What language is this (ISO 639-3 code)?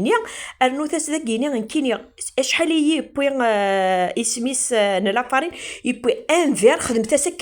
kab